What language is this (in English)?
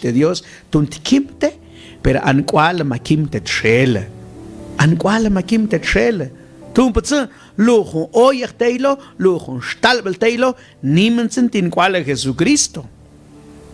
Mam